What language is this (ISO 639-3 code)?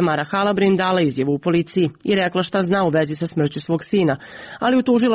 srp